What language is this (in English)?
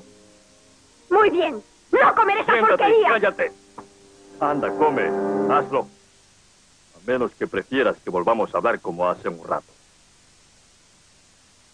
Spanish